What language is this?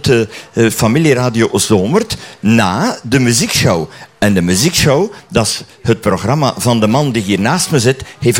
Dutch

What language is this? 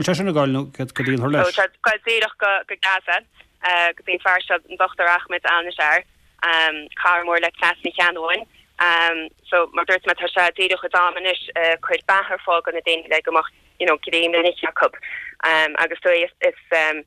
Irish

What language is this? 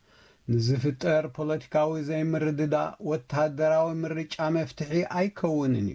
Tigrinya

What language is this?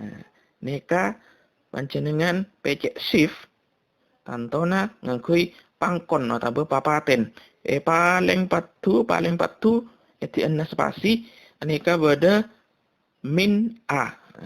Madurese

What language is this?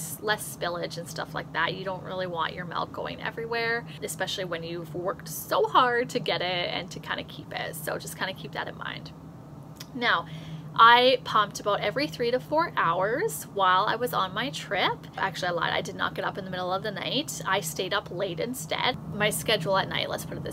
English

